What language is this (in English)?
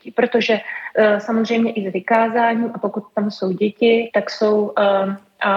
Czech